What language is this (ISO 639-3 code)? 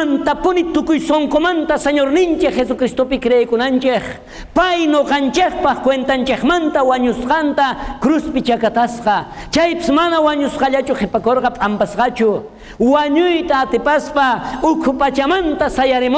quh